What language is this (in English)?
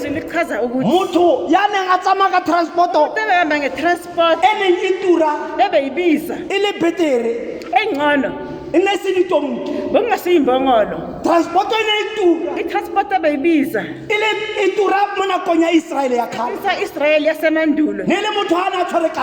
Tswana